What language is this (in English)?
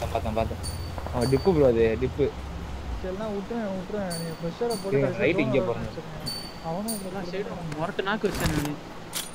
Tamil